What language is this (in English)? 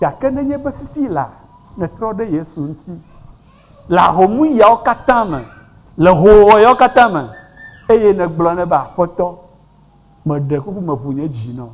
Ewe